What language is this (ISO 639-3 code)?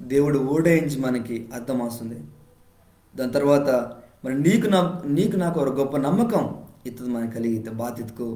kff